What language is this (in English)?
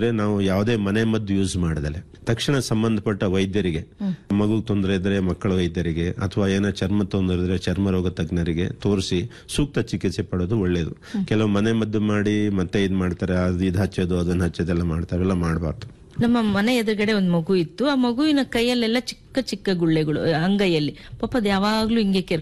Kannada